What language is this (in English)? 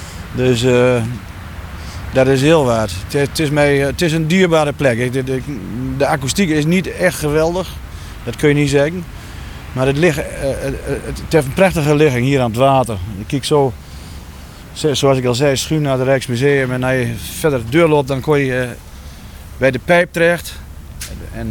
Dutch